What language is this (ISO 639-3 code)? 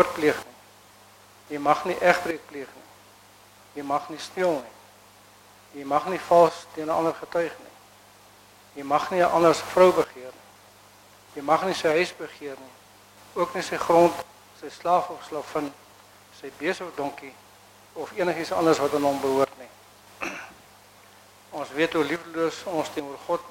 afr